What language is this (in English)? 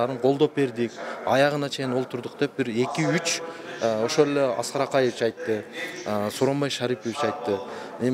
Kyrgyz